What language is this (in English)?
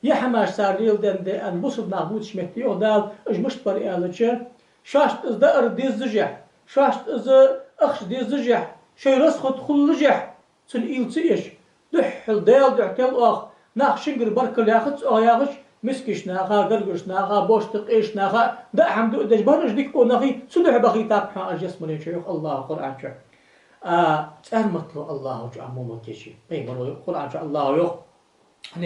Ingush